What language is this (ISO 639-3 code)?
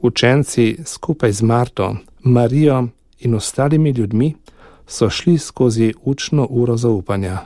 slv